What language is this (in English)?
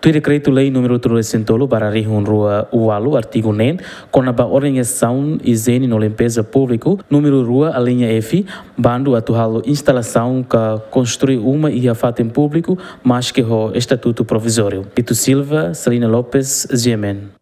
Tetum